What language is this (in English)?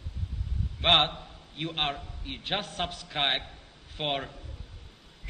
English